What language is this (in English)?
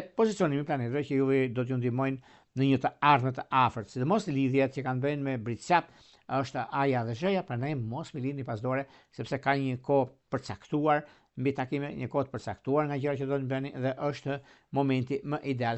Albanian